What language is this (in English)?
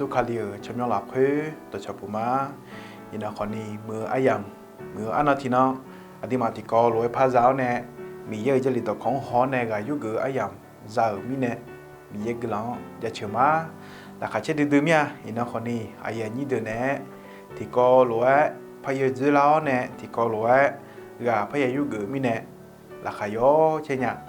Akha